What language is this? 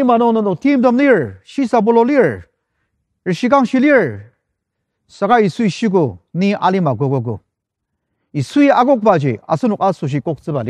Ao Naga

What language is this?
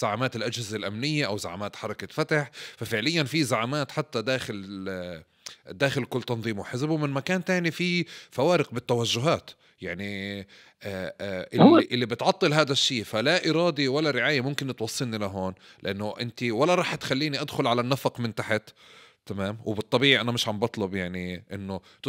North Levantine Arabic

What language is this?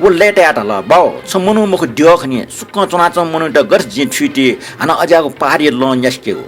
Newari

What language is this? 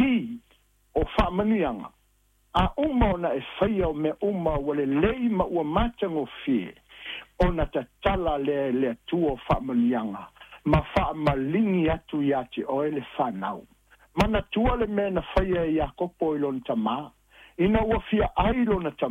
Samoan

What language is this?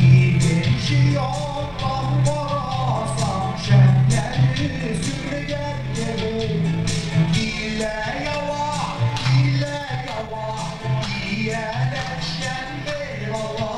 Bashkir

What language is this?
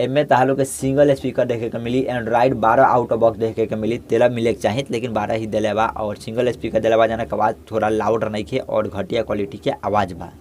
Bhojpuri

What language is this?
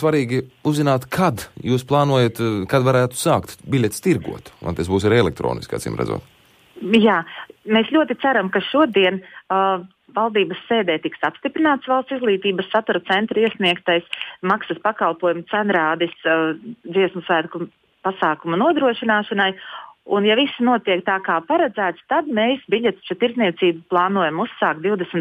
Latvian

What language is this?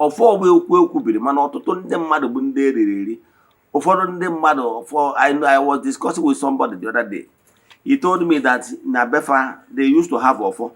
Igbo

